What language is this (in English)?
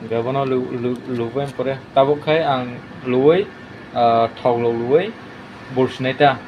Kok Borok